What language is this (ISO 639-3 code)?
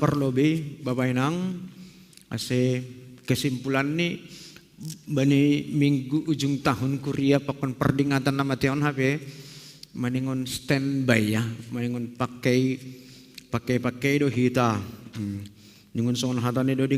bts